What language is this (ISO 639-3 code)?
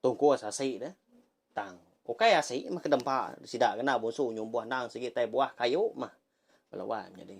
iba